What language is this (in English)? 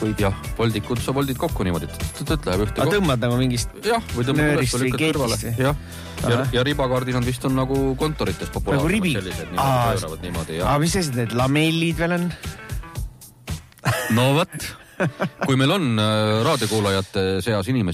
Estonian